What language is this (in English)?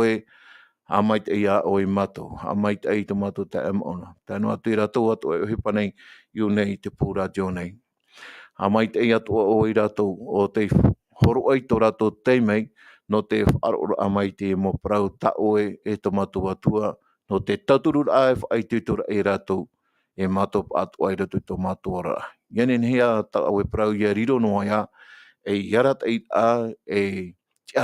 Tahitian